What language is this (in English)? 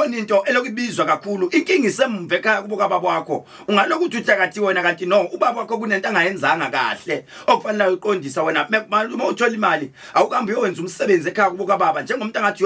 Zulu